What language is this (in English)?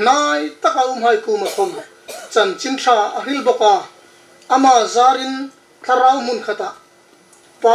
Hmar